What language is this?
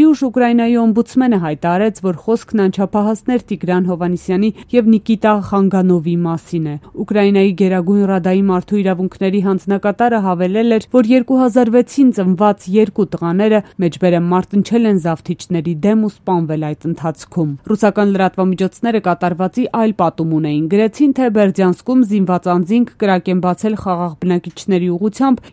Armenian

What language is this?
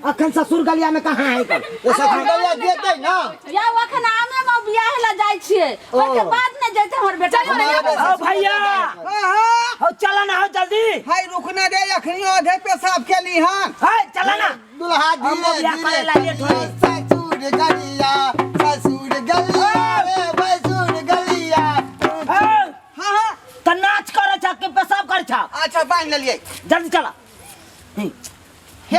Maithili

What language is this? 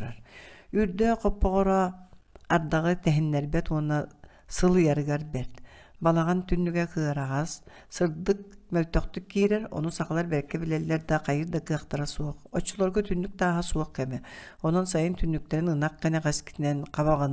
Yakut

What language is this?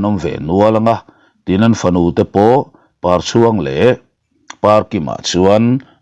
Mizo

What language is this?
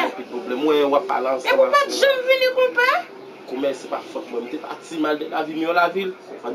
Haitian Creole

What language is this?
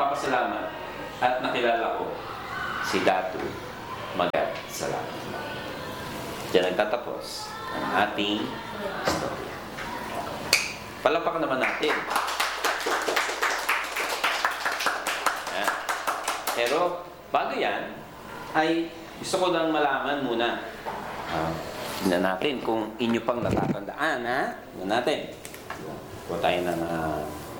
Filipino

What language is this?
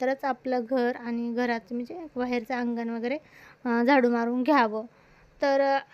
Marathi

